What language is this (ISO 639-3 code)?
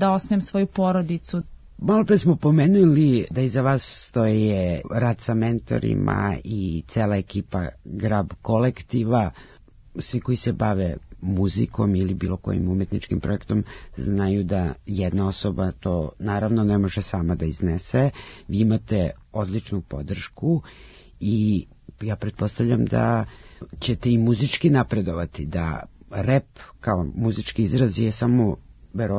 srp